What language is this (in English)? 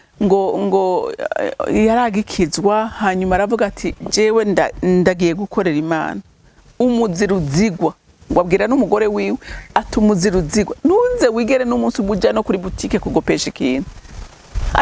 Rundi